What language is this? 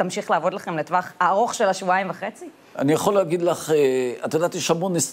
Hebrew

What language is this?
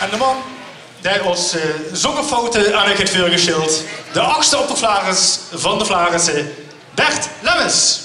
Limburgish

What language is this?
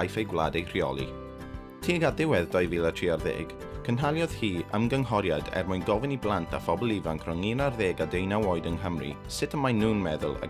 Welsh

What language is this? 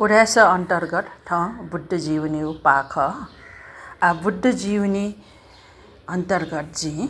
Newari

